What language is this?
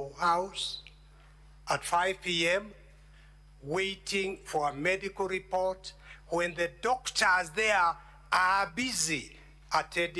Kamba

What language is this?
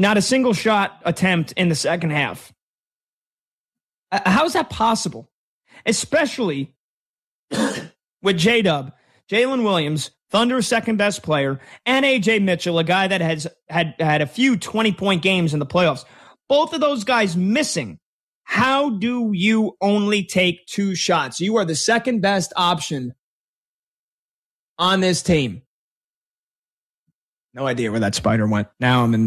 English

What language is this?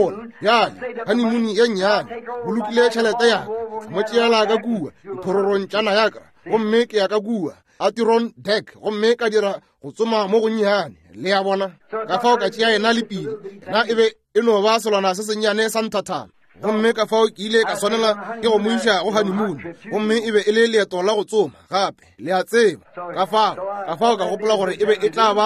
Northern Sotho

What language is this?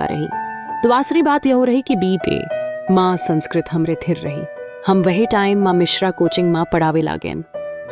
Awadhi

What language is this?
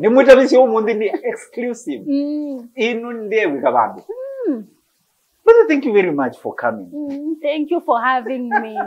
Kamba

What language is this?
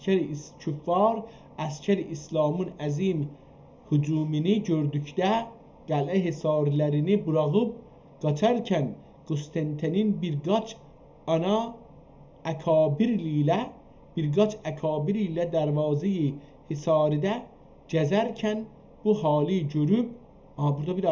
South Azerbaijani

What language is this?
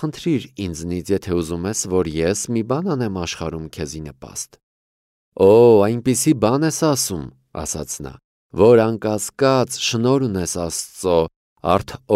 Armenian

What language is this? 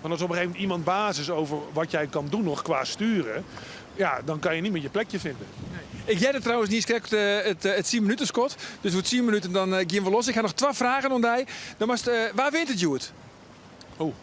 Western Frisian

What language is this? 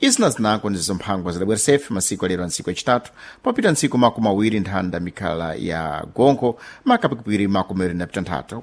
Sena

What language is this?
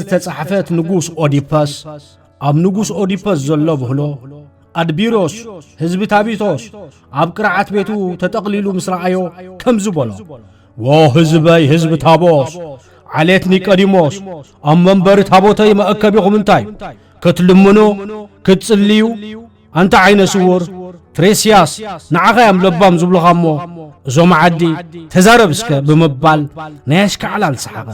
Tigrinya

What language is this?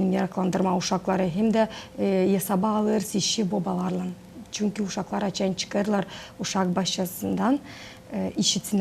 Gagauz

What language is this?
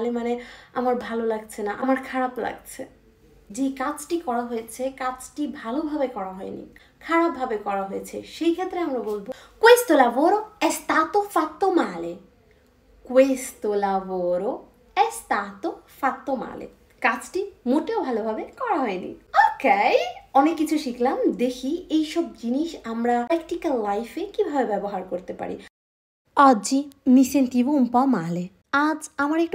Bangla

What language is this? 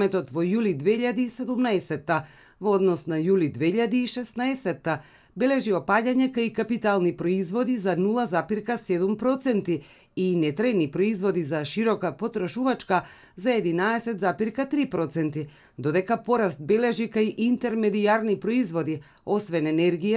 Macedonian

